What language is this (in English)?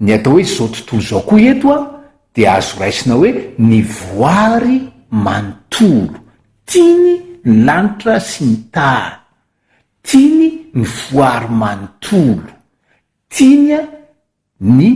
Malagasy